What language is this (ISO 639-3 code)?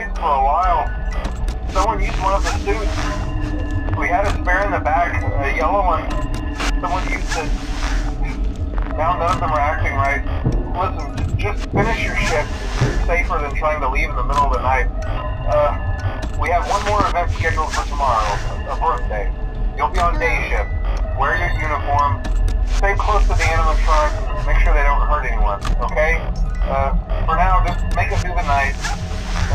eng